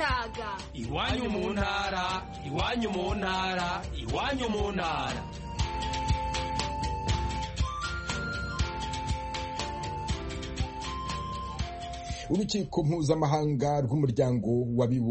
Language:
Kinyarwanda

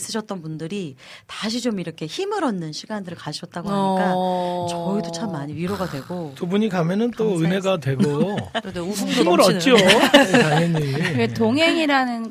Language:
Korean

